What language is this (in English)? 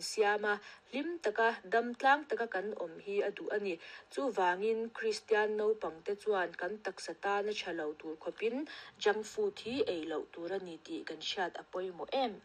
Mizo